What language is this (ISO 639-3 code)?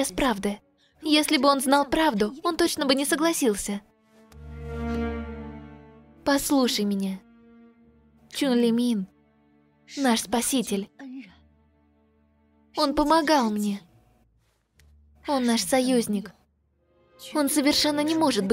rus